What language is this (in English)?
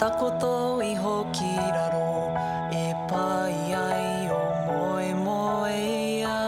Māori